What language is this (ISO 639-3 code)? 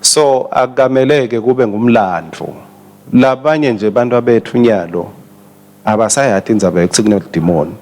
ssw